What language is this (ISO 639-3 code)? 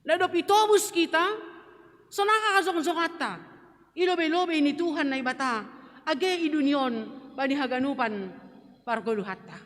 bts